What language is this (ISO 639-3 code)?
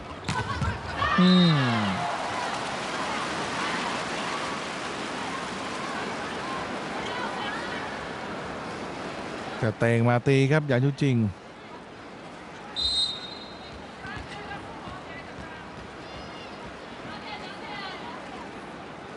tha